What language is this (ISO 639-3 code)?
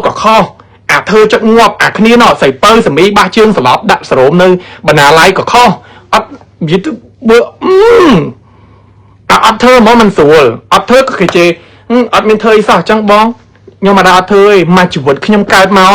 khm